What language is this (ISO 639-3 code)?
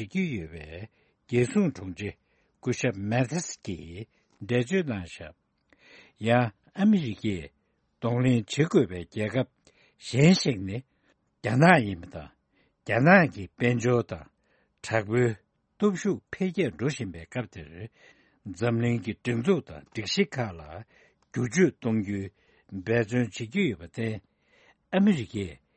bod